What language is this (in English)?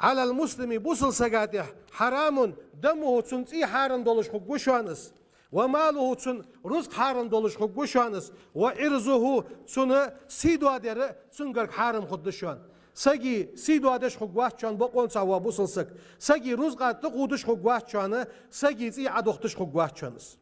Ingush